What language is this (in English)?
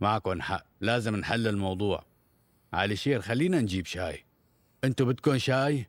North Levantine Arabic